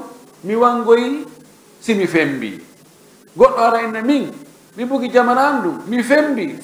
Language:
Fula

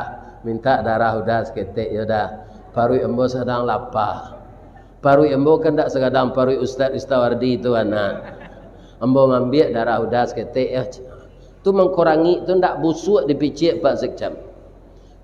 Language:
Minangkabau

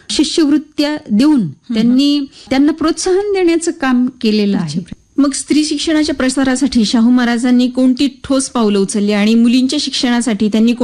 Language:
Marathi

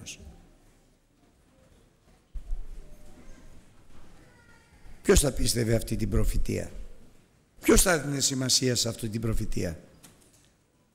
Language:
Greek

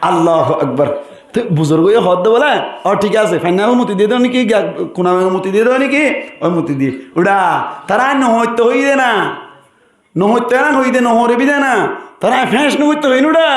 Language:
Rohingya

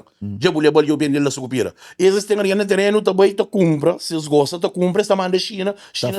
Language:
Kabuverdianu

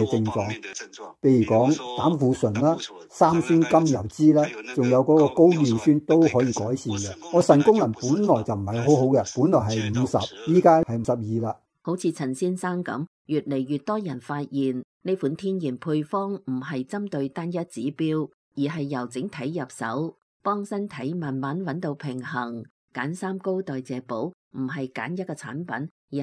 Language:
Cantonese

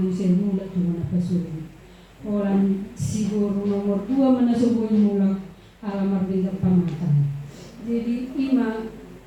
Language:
Batak Toba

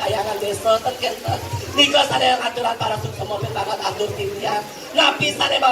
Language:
Balinese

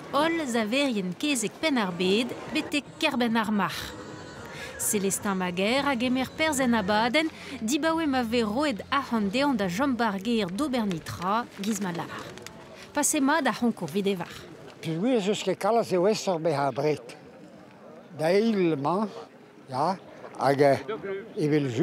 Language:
Breton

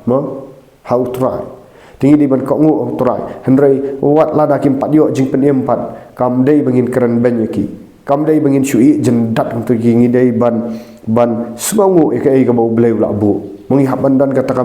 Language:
Khasi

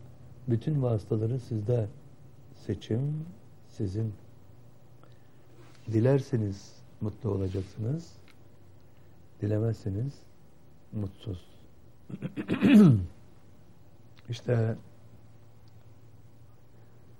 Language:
Turkish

